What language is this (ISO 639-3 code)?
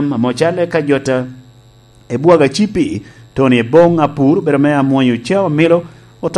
laj